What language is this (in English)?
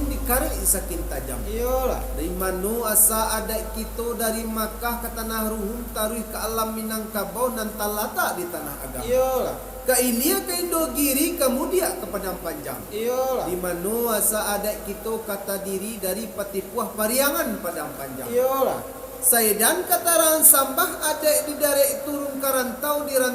Minangkabau